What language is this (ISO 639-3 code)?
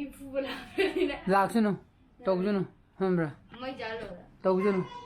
mni